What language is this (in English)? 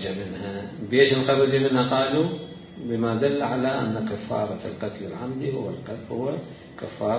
Mesopotamian Arabic